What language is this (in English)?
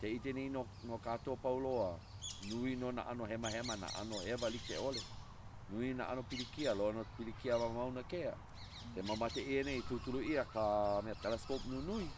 Hawaiian